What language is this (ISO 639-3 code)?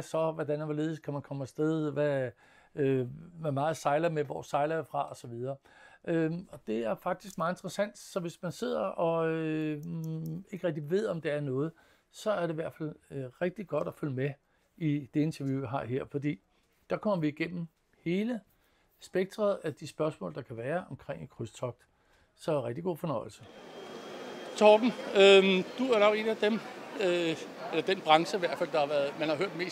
dan